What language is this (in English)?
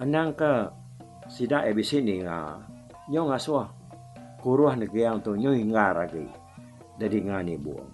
Iban